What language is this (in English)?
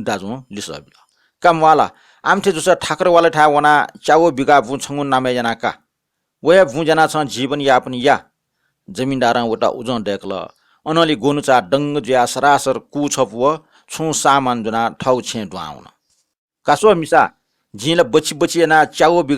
Newari